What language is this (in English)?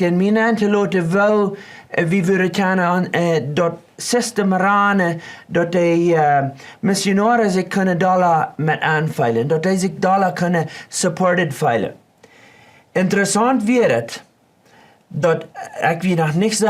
Plautdietsch